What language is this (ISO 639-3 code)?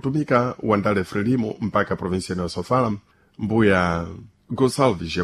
seh